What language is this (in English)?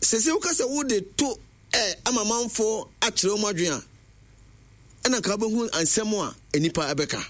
Akan